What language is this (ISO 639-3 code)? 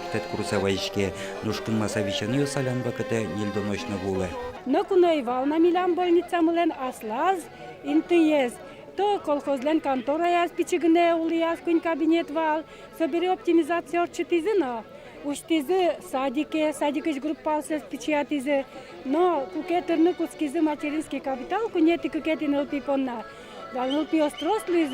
udm